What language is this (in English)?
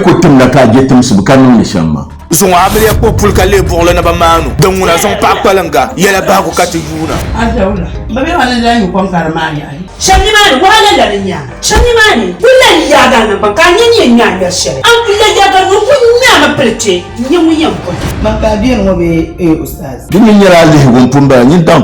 Dagbani